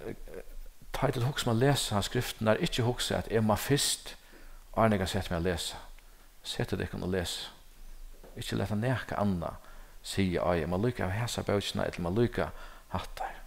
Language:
Faroese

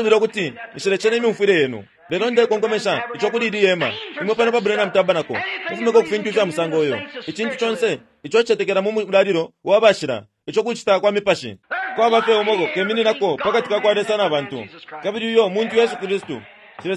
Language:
Bemba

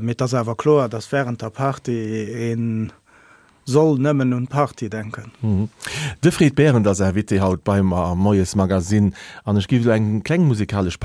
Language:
Luxembourgish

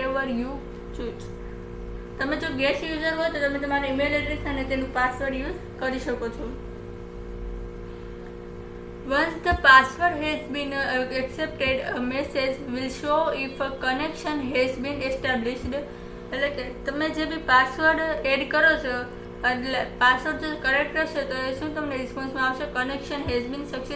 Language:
Gujarati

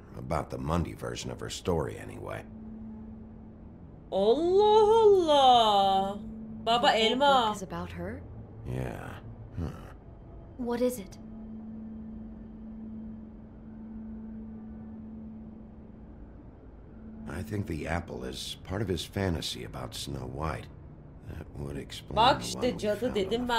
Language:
Turkish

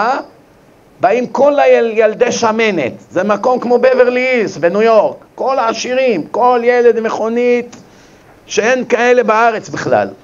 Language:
Hebrew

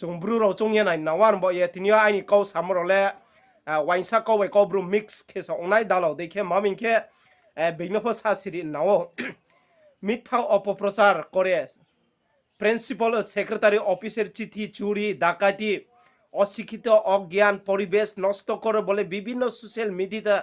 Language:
Riang (India)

